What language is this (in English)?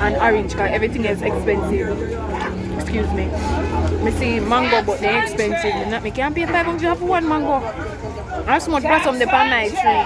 Jamaican Creole English